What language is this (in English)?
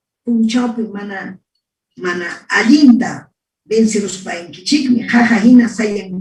Ayacucho Quechua